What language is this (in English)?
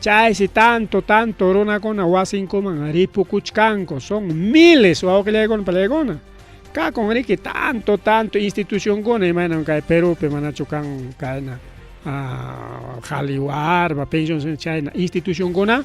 Ayacucho Quechua